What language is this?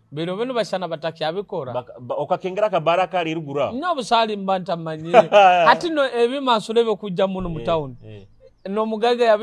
Nyoro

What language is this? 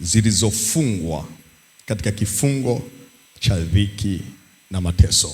Swahili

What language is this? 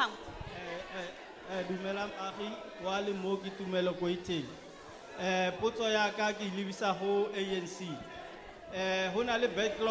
Tswana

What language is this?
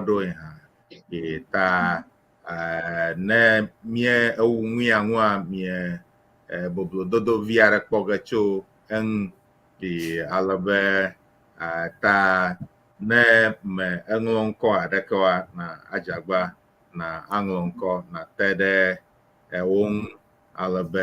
Ewe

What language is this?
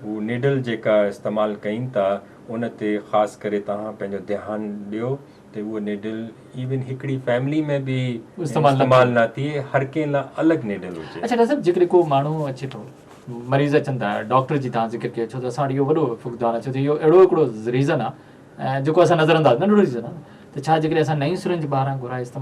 Sindhi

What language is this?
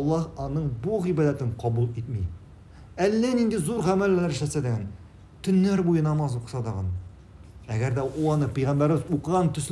Tatar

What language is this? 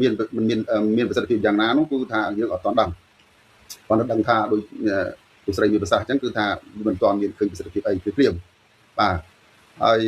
Khmer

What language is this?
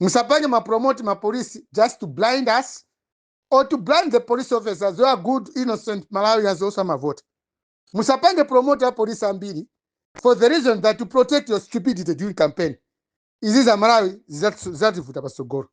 Nyanja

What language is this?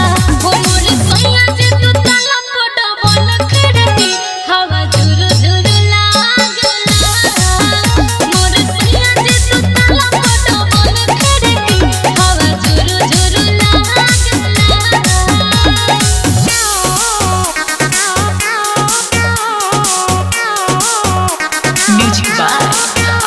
Bhojpuri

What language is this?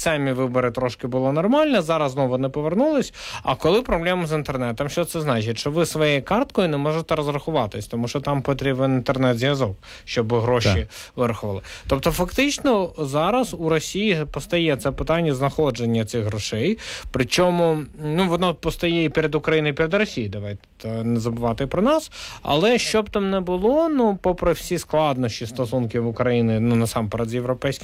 Ukrainian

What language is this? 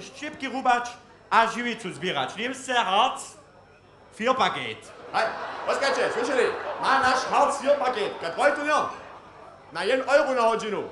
Upper Sorbian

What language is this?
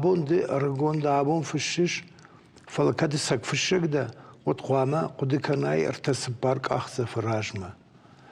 Ossetic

